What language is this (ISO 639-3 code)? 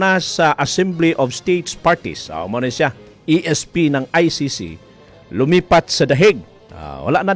fil